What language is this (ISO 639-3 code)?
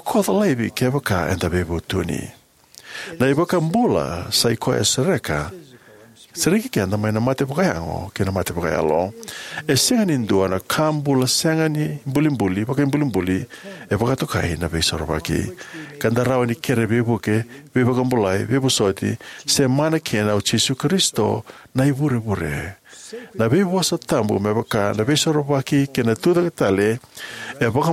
fij